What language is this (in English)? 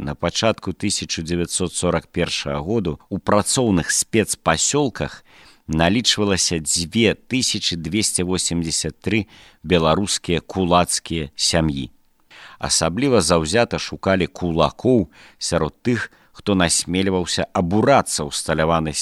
Belarusian